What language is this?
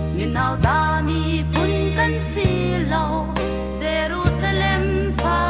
Hakha Chin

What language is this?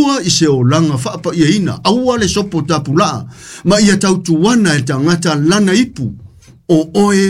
Samoan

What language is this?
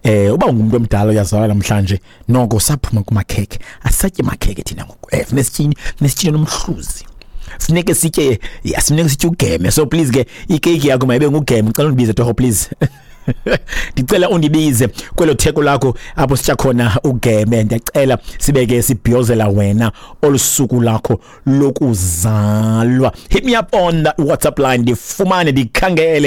Xhosa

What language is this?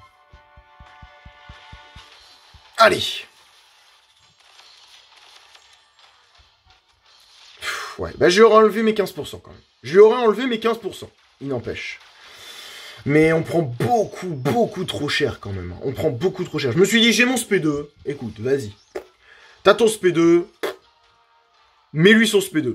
French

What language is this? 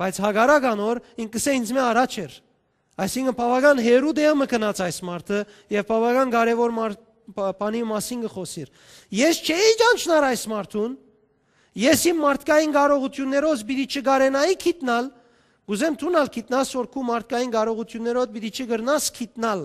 Western Armenian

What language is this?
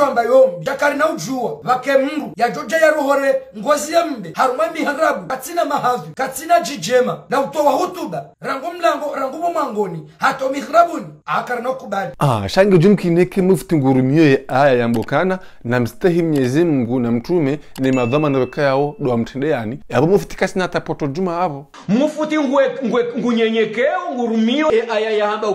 Ngazidja Comorian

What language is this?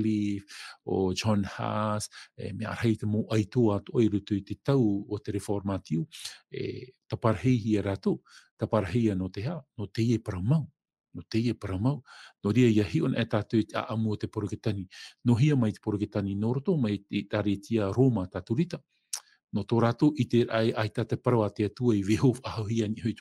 Tahitian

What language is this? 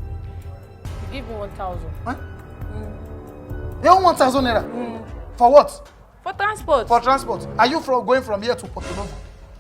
Nigerian Pidgin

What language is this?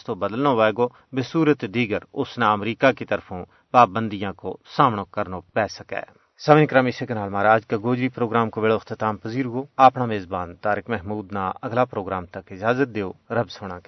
Gujari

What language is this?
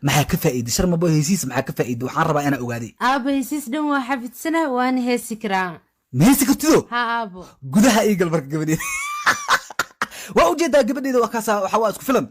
Somali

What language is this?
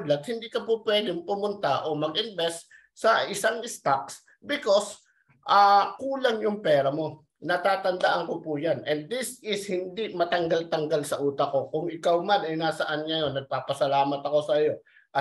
Filipino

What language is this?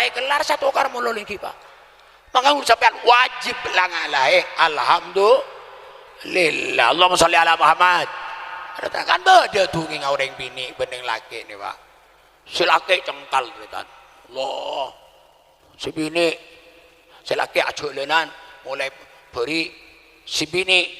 Madurese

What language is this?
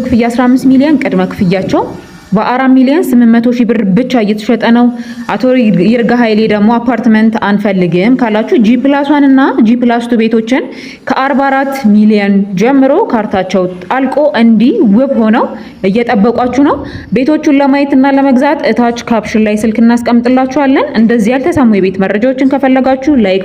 Amharic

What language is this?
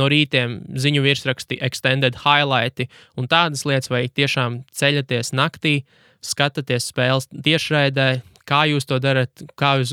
Latvian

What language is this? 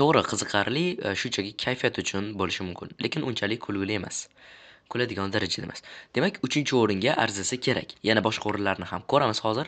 Uzbek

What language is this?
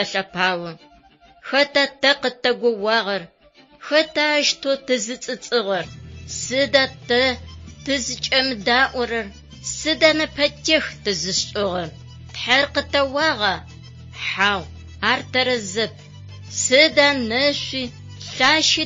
Adyghe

